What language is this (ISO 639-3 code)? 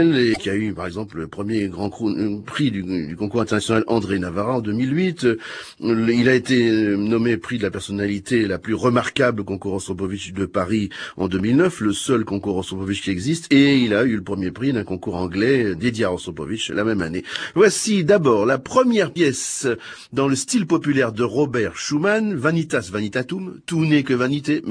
fra